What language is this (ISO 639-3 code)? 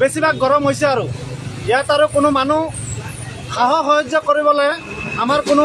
asm